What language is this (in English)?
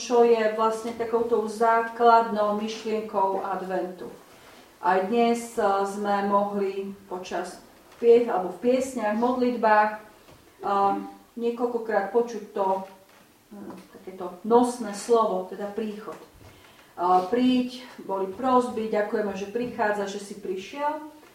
Slovak